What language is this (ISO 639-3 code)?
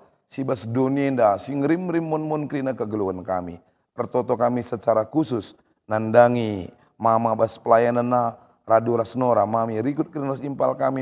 btx